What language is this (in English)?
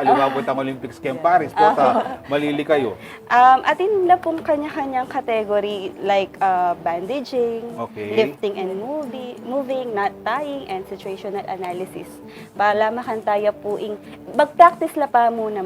Pampanga